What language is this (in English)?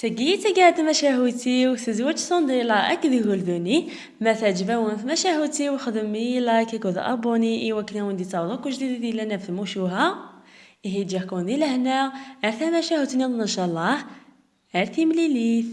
Kabyle